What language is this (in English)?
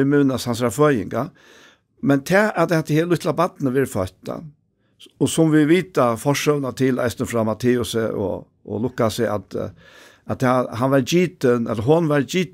Faroese